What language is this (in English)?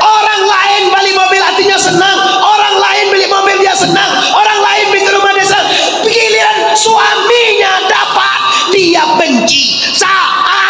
Minangkabau